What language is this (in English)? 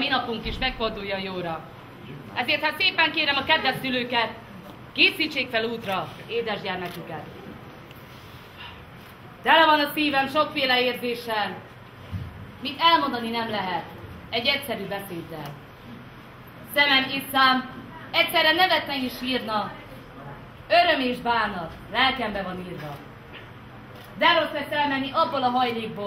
Hungarian